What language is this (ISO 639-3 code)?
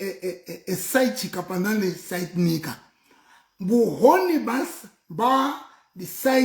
sot